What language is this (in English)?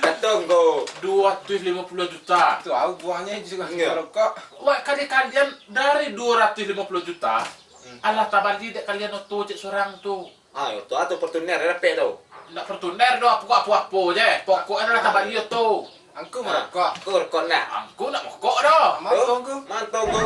Minangkabau